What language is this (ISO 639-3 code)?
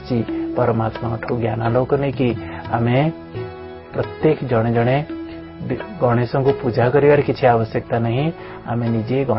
ori